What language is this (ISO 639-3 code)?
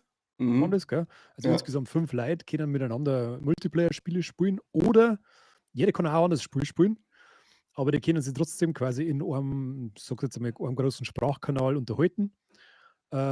bar